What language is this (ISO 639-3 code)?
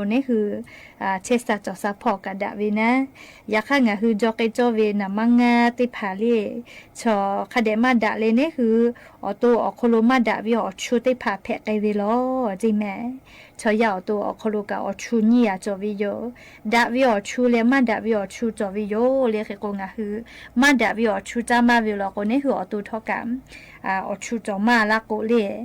lhu